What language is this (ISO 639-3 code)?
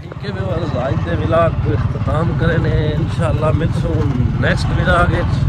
skr